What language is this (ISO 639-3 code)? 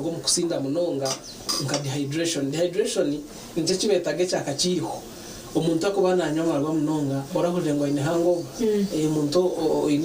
nyn